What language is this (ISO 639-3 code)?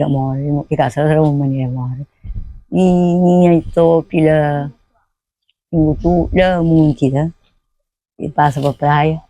kea